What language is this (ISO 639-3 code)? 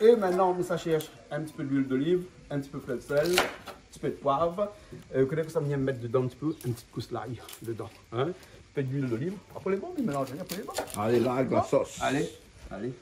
rcf